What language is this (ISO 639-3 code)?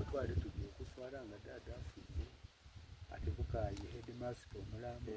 xog